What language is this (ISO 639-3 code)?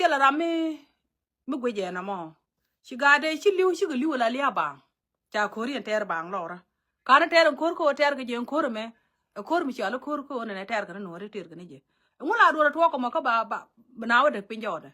nus